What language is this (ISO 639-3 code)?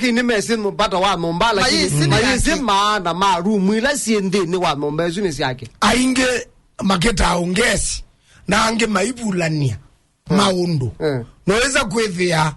kam